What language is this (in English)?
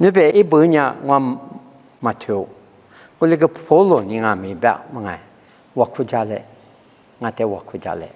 Lisu